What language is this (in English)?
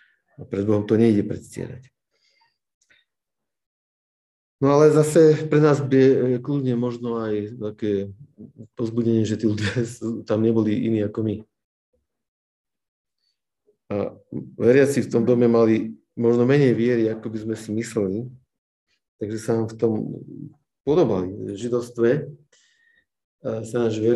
Slovak